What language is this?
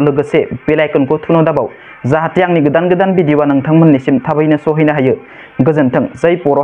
Bodo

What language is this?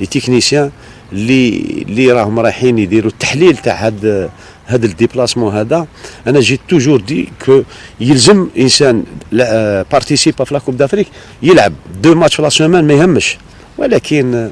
Algerian Arabic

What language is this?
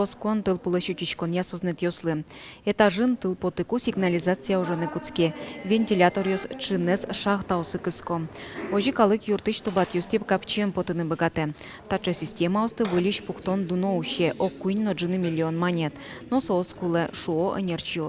Udmurt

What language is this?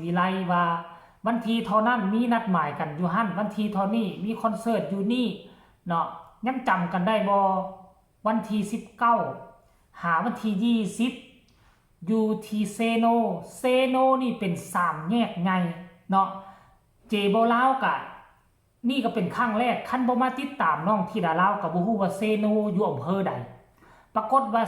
Lao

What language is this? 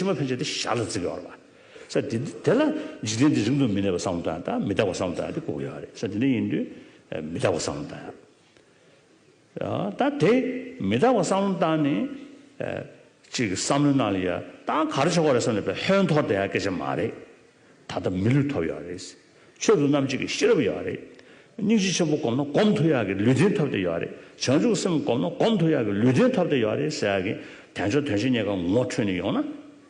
Tibetan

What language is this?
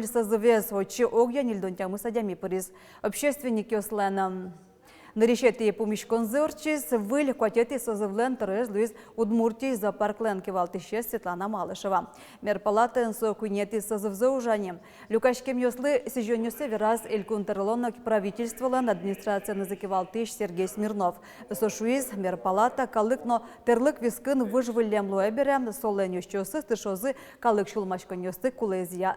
Udmurt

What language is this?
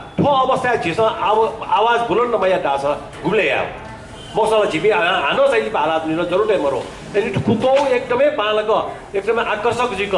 Newari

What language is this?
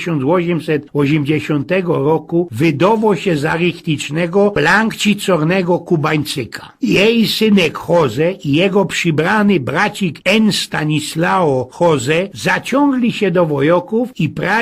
Silesian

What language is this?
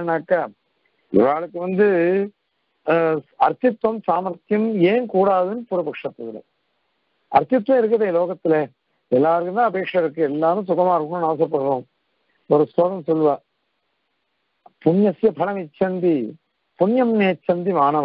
Tamil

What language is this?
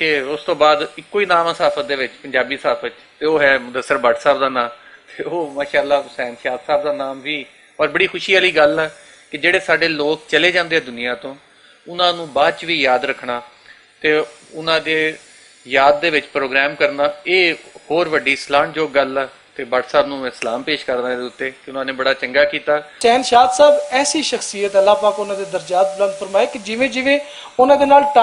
Western Panjabi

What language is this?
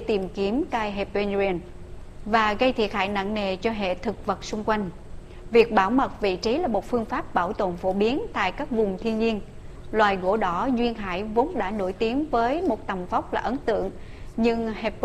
Vietnamese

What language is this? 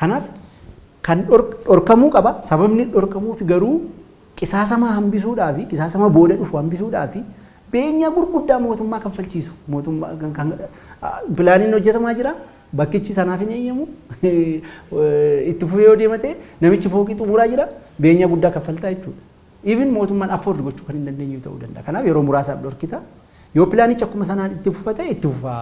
Oromo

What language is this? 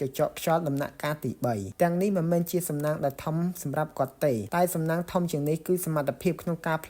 Khmer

